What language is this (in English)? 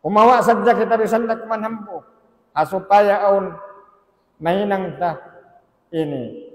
Tausug